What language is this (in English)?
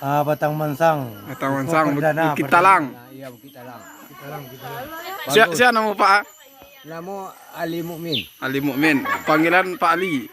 Minangkabau